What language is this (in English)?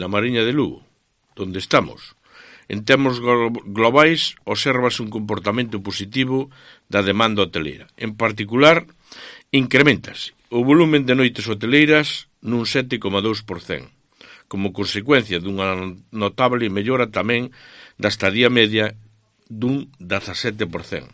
Galician